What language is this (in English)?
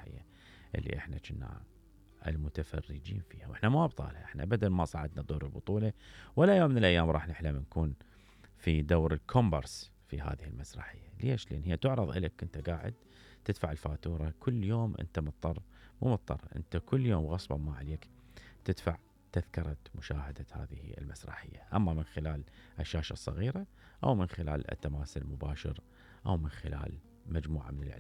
Mesopotamian Arabic